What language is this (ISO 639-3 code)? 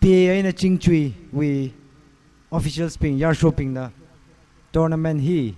nmf